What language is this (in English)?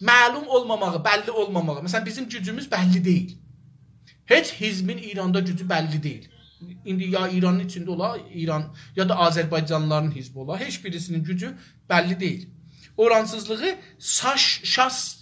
South Azerbaijani